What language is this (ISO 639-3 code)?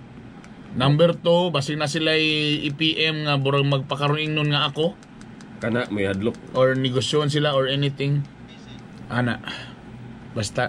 ceb